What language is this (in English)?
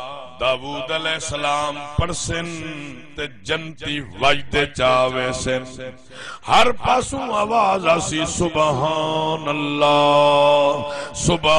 Saraiki